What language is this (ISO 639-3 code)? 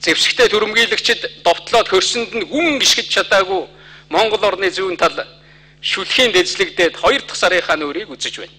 mon